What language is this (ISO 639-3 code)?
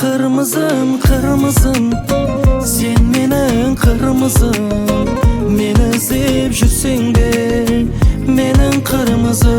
kaa